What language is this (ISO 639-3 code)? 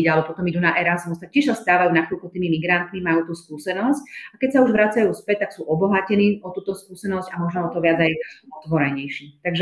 slk